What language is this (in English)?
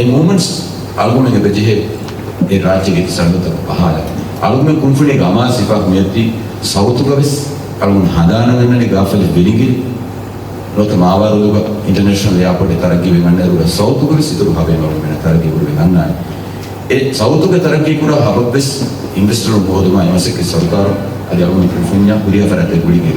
Divehi